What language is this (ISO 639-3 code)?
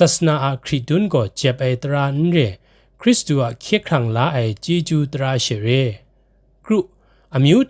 kac